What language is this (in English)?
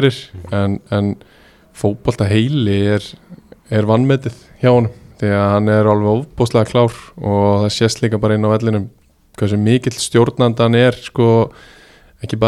Icelandic